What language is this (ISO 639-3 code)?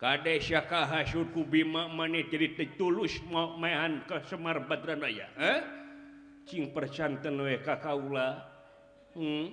sun